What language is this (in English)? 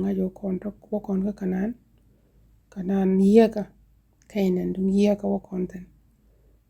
Nuer